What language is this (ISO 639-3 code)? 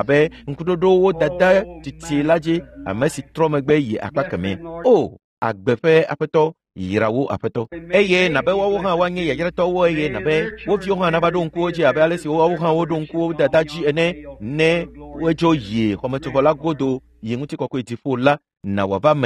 ewe